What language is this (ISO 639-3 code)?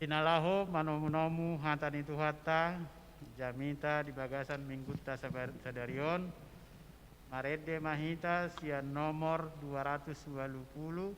bbc